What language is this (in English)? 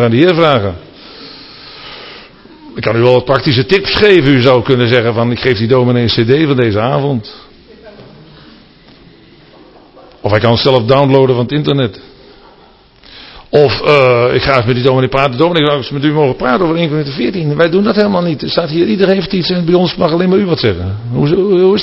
Dutch